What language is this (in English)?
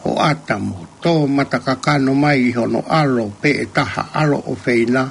Tongan